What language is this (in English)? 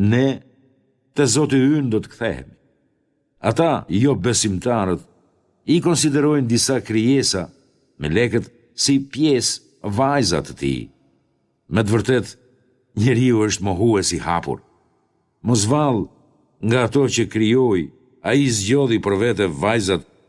Albanian